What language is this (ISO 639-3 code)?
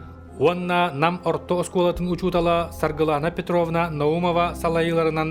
sah